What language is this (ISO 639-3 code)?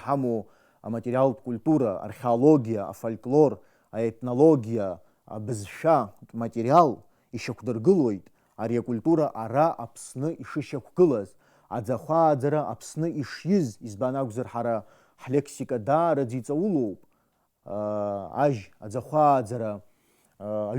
abk